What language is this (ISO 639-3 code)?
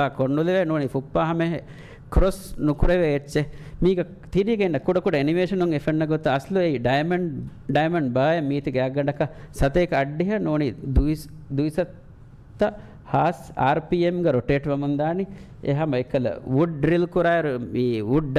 div